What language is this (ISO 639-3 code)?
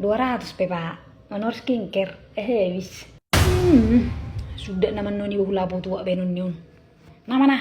bbc